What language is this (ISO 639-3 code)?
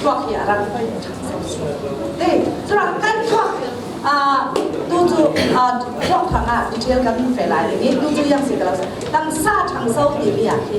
cfm